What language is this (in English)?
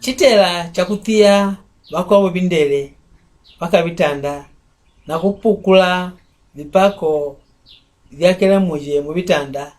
Mbunda